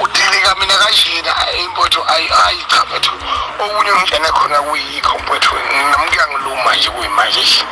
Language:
Zulu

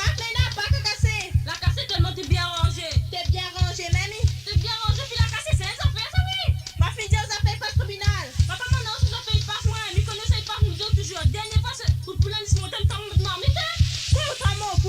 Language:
Morisyen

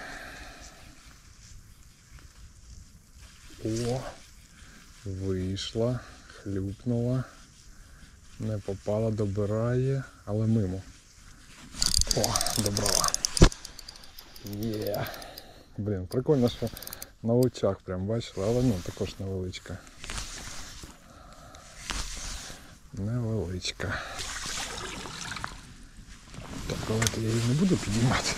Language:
Ukrainian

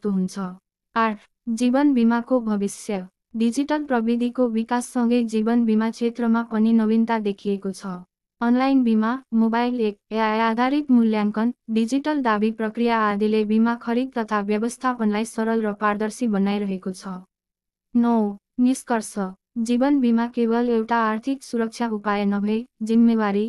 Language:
Nepali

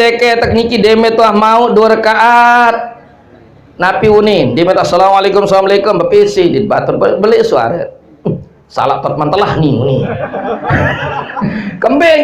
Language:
Sasak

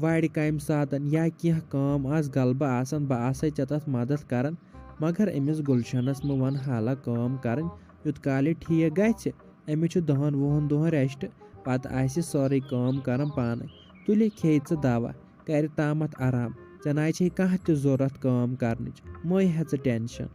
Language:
Kashmiri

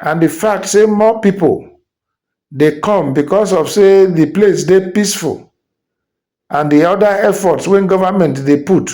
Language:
Nigerian Pidgin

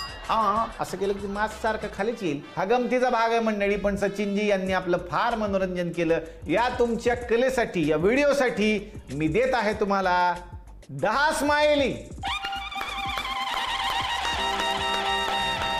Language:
Marathi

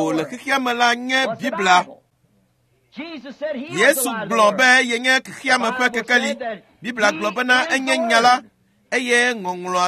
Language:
Ewe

